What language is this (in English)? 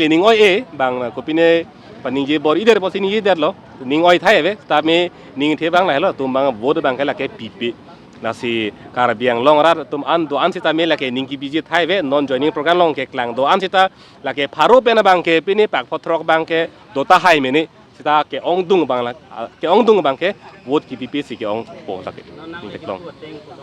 Karbi